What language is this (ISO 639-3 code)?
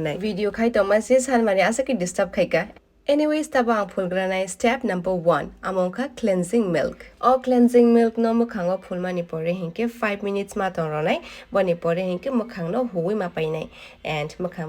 trp